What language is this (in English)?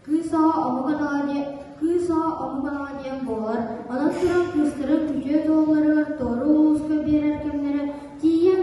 Yakut